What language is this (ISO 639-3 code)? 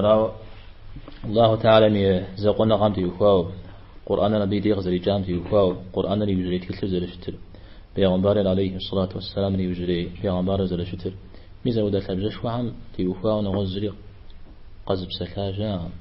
kbd